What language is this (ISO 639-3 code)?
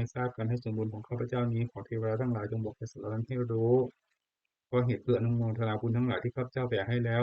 pli